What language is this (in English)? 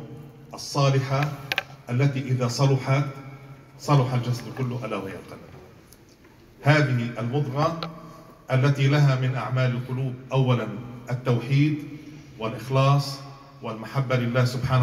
Arabic